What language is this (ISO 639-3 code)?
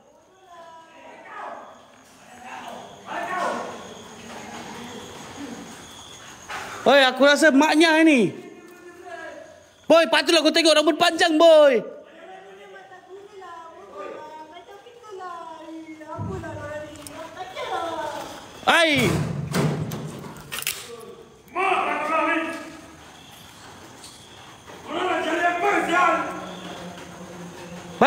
msa